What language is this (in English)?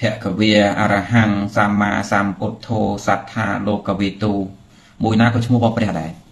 Khmer